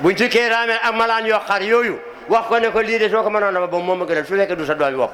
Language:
Wolof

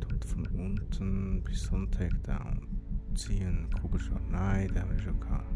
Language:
Swiss German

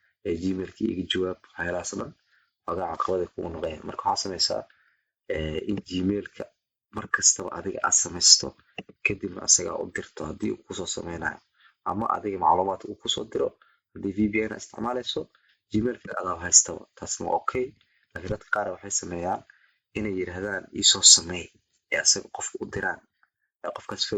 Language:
Somali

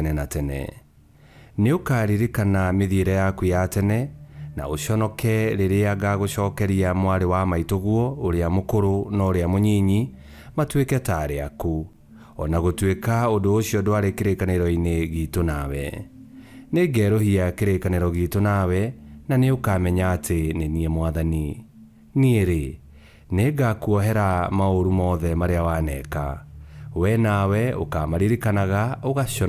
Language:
Kikuyu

